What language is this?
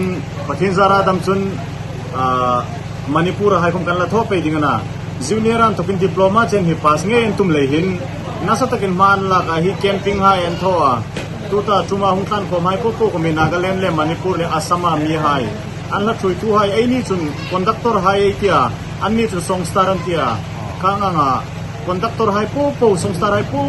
Hmar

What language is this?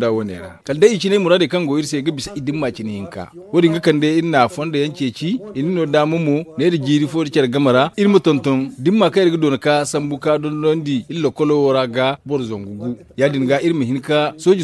Zarma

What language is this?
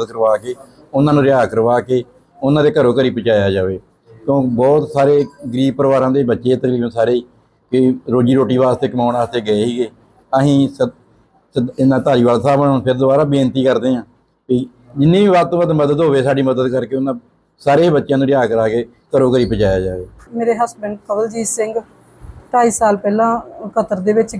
Punjabi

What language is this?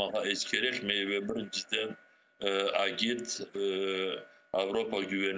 Crimean Tatar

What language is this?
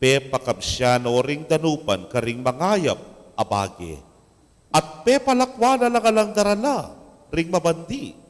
Pampanga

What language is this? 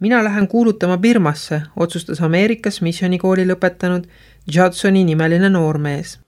Estonian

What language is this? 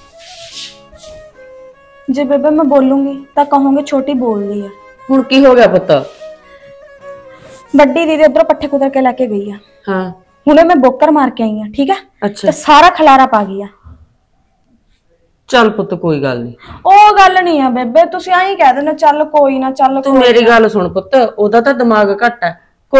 Punjabi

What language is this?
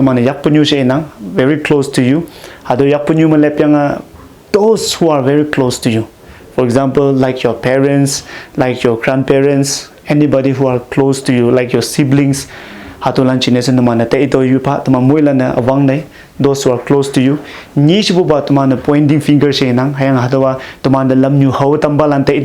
Konyak Naga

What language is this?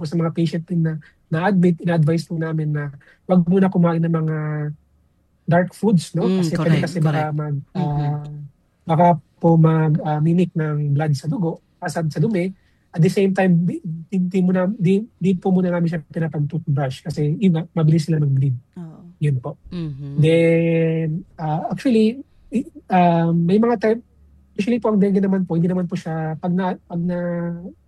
Filipino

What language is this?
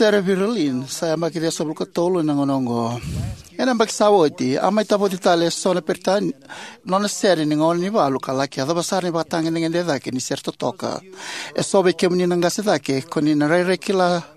Fijian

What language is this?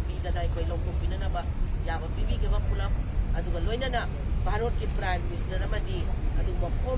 Manipuri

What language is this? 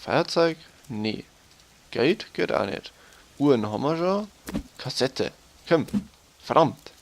Bavarian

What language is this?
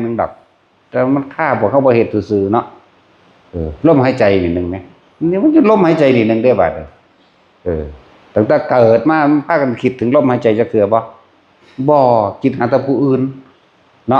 Northeastern Thai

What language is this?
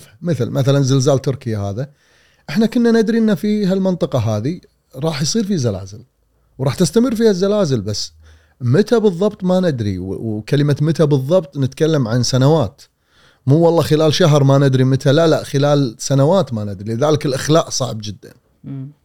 Gulf Arabic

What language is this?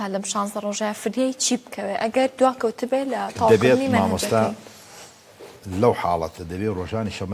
Central Kurdish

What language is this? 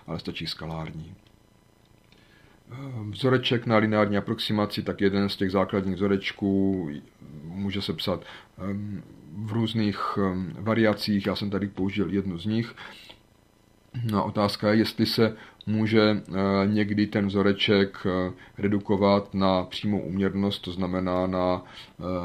Czech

